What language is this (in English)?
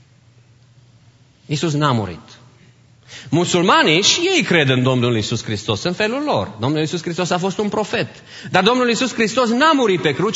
Romanian